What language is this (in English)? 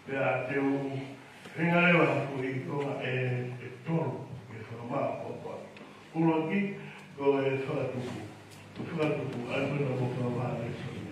Tongan